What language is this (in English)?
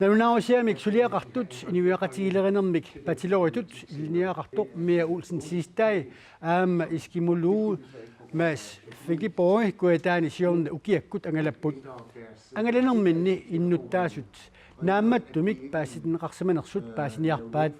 Kalaallisut